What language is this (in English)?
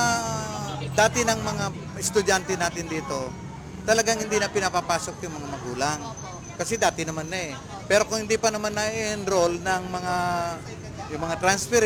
Filipino